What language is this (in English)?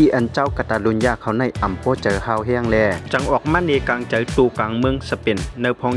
Shan